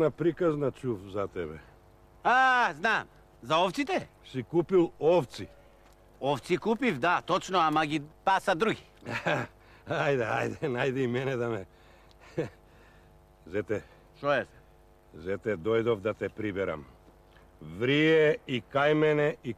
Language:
Macedonian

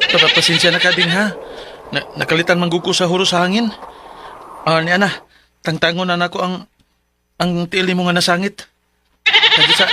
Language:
Cebuano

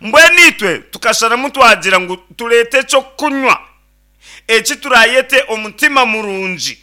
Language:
Nyankole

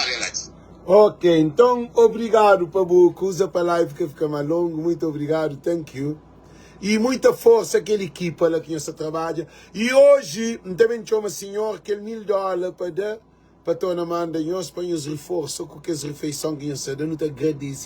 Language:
Kabuverdianu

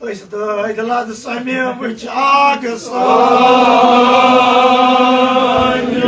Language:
Kashmiri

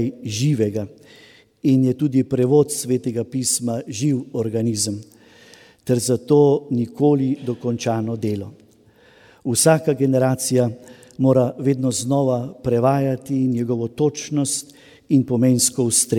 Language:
Slovenian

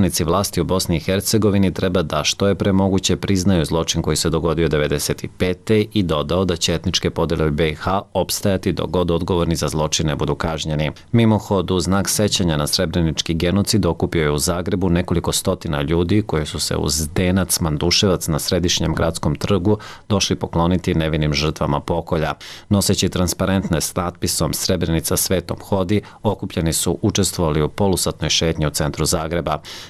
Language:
Bosnian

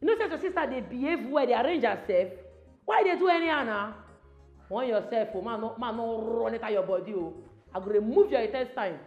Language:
Nigerian Pidgin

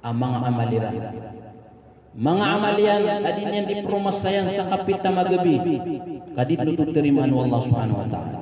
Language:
Maranao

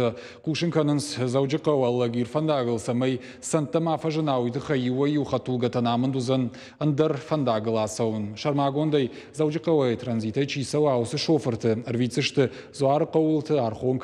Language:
Ossetic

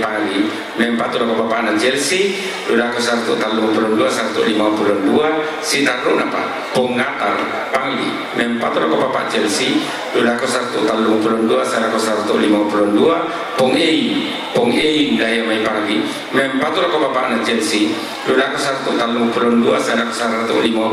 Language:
Toraja-Sa'dan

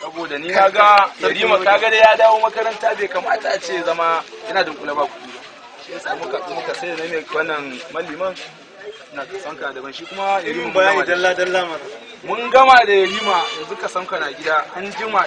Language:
Hausa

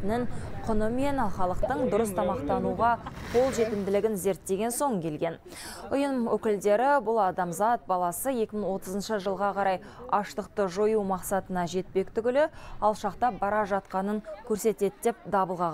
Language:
Kazakh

